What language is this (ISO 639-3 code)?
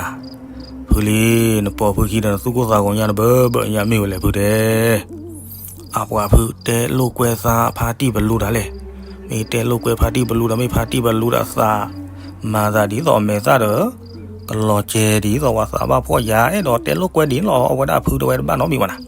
ksw